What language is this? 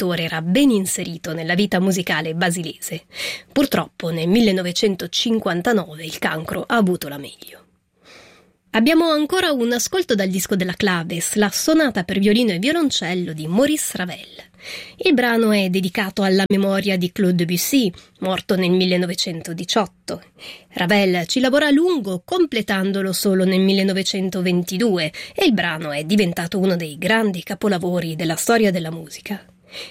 Italian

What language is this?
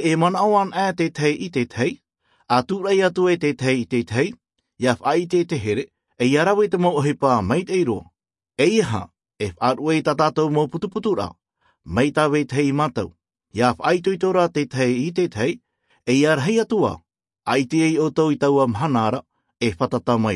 Tahitian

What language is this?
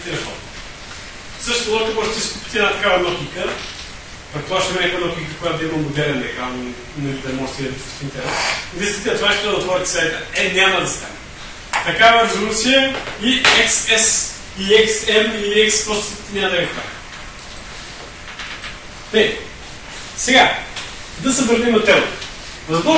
Bulgarian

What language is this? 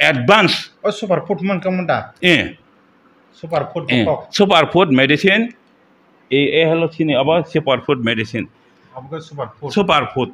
Kok Borok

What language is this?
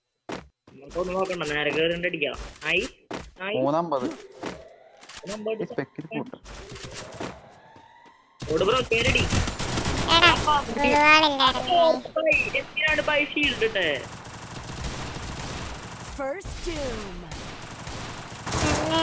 Malayalam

